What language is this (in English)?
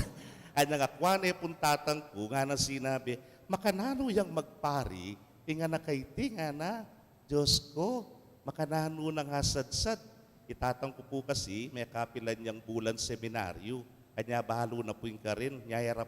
Pampanga